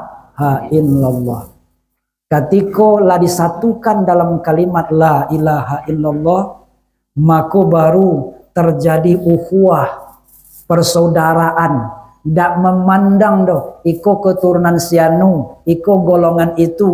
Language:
Minangkabau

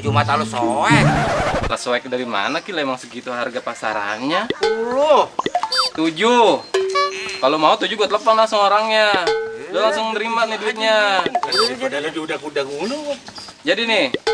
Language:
Betawi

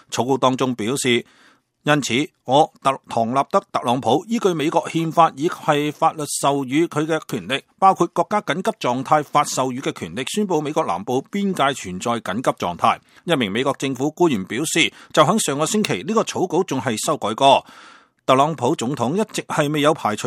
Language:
Cantonese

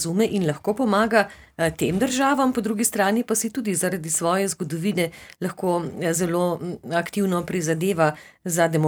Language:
Slovenian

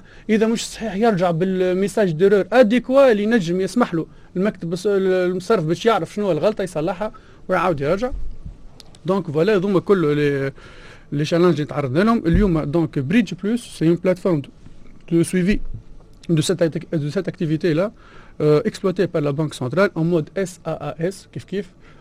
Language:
Tunisian Arabic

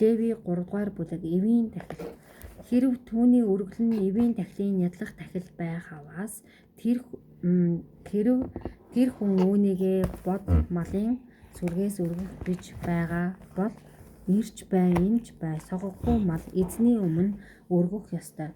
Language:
Mongolian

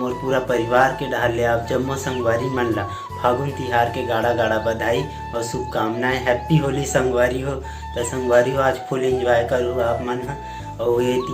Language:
Chhattisgarhi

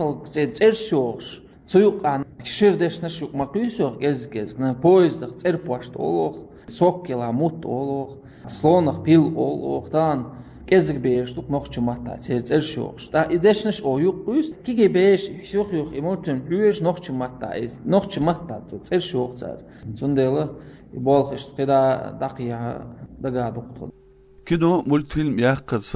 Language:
Chechen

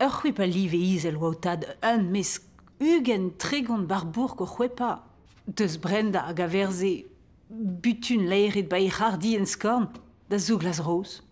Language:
Breton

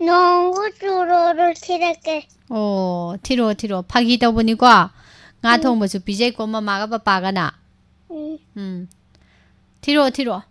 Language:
Manipuri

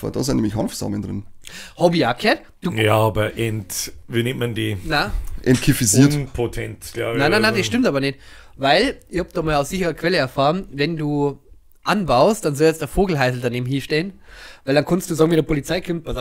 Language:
Bavarian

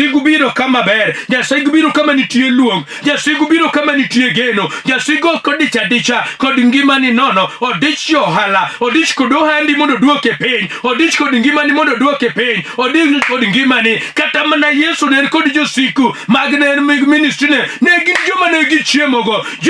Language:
Luo (Kenya and Tanzania)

